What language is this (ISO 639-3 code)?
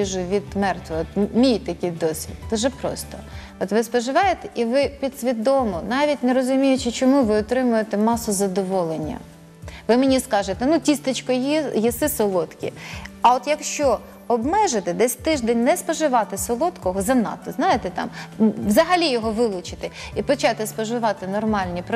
ukr